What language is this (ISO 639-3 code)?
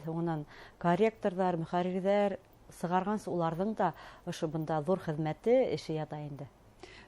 bak